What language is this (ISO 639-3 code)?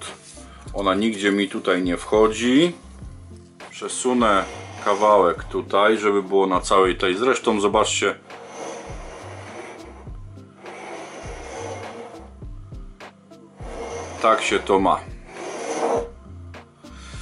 pol